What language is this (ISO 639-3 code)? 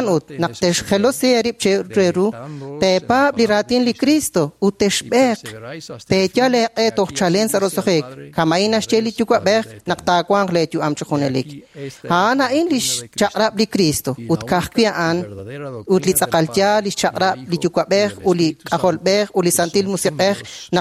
kek